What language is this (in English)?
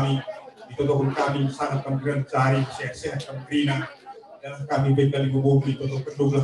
Batak Karo